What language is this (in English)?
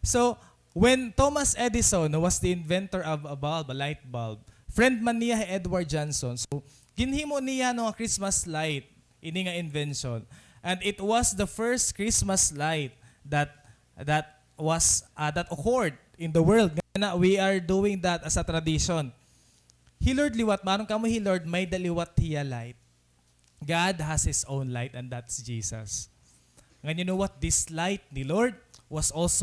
Waray